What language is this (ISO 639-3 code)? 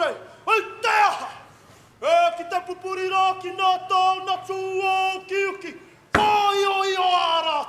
mri